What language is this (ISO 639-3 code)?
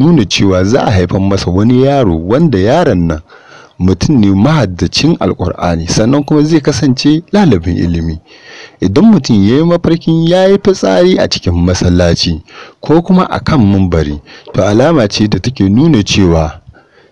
hau